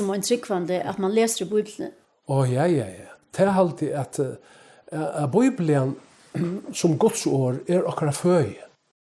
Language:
Faroese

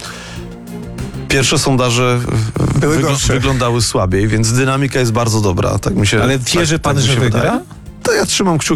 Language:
Polish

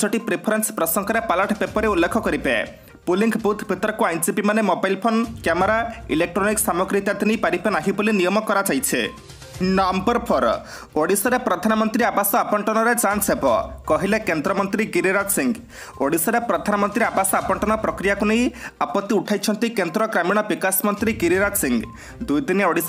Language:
Odia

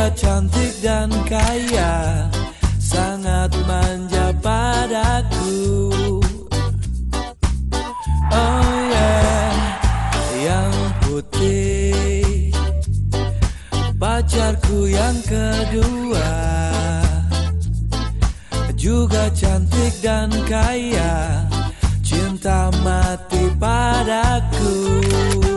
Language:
Indonesian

